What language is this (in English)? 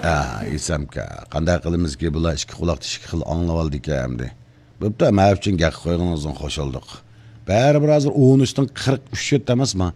Uyghur